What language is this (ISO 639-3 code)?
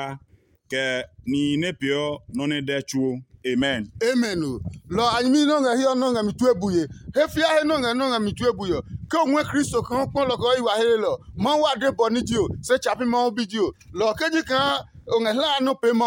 ada